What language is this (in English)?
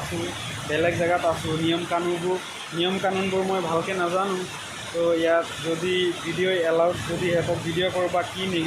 Assamese